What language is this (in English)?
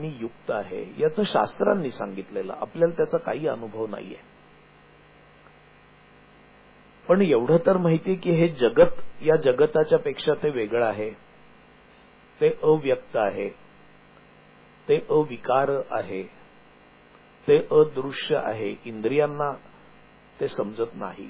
Marathi